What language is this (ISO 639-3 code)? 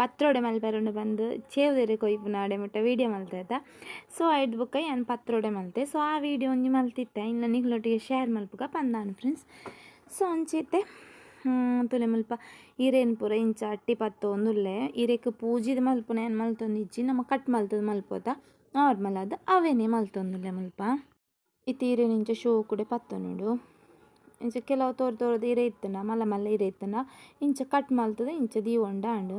tcy